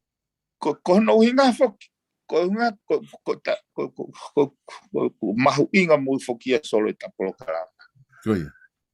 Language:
Tongan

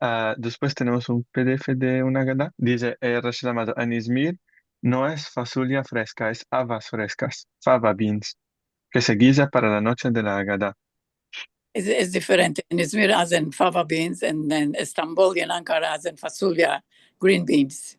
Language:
Ladino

